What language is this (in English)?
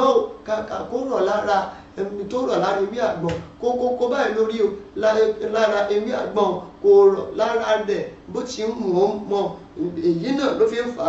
Yoruba